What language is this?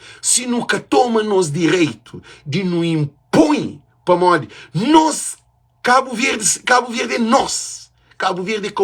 Kabuverdianu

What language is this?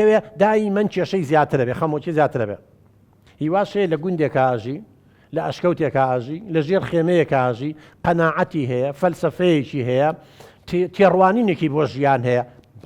Central Kurdish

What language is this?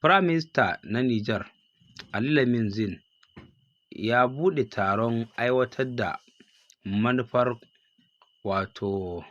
Hausa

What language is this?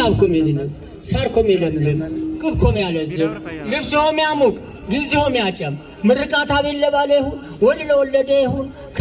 Amharic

